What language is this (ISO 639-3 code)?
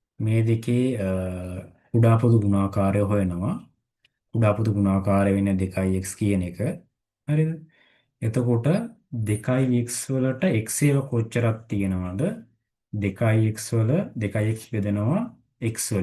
sin